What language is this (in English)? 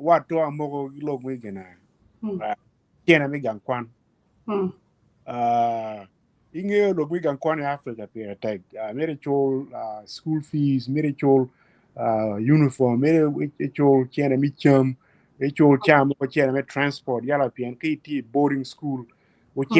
Acoli